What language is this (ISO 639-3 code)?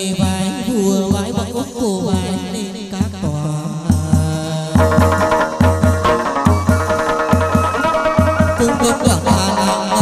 vie